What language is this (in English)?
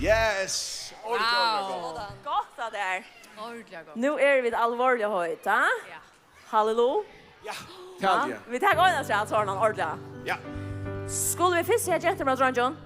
Faroese